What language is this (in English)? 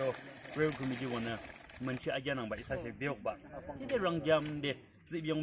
Yimchungru Naga